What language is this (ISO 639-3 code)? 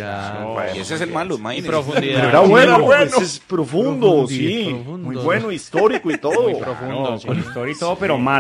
spa